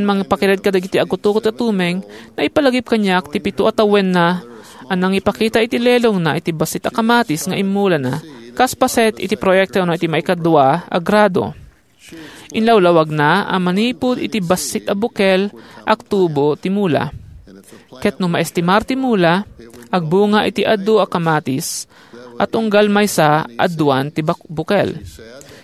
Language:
Iloko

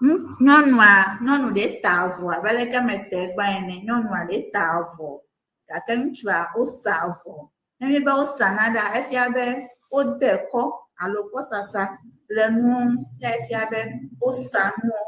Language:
Ewe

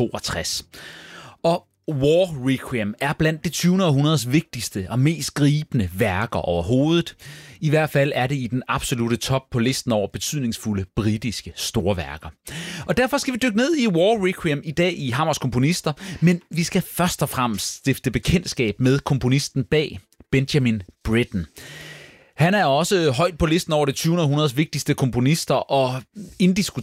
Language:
Danish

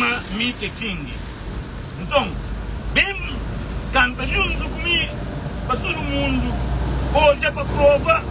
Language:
Kabuverdianu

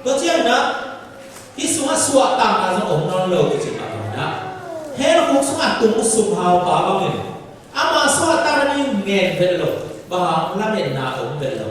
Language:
Tedim Chin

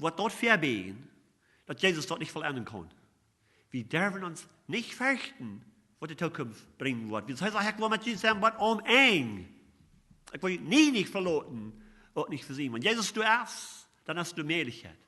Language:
Plautdietsch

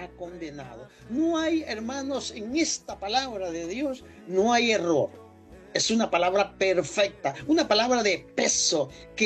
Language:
Spanish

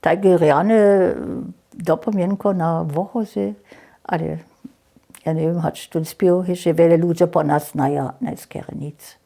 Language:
Upper Sorbian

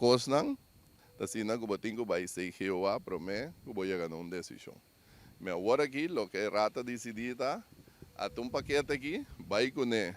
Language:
Papiamento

